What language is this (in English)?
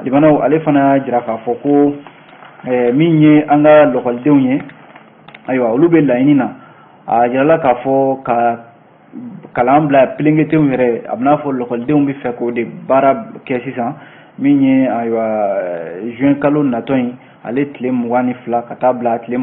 Bambara